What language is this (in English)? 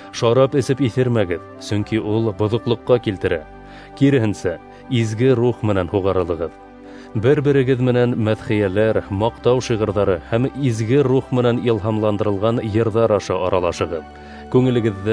Bashkir